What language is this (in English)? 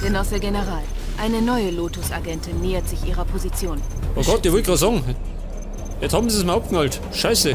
Bavarian